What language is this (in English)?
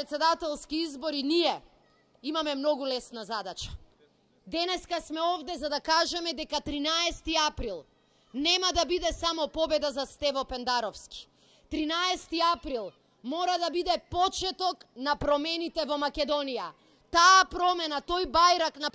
Macedonian